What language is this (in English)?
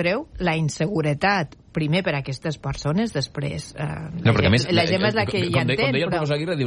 Catalan